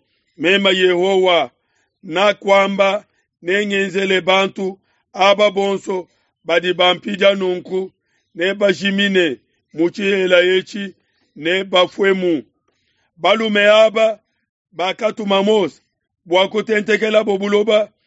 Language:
Luba-Lulua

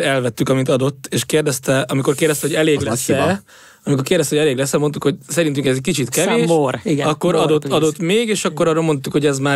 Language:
Hungarian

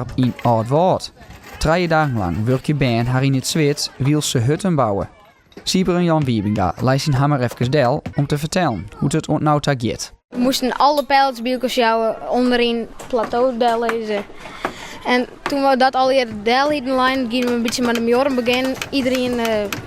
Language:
Western Frisian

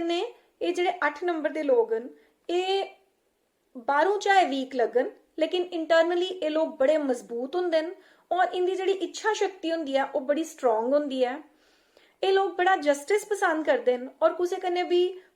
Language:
Dogri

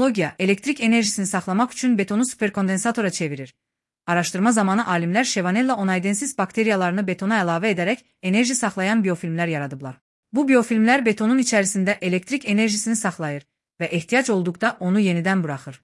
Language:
Azerbaijani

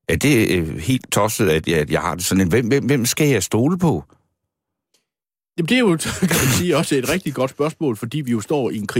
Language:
Danish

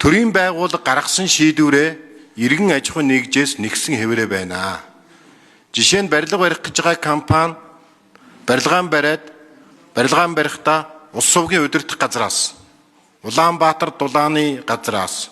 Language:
Mongolian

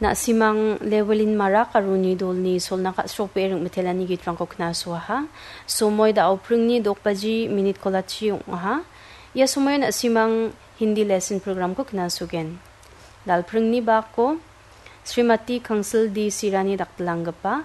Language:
Garo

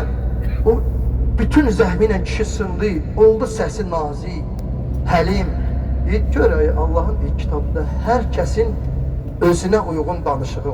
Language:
Azerbaijani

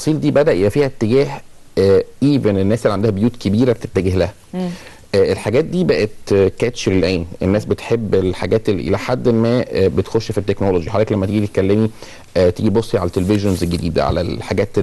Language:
Egyptian Arabic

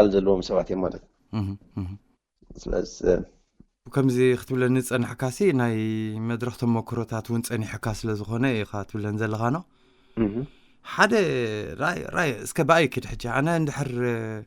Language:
Tigrinya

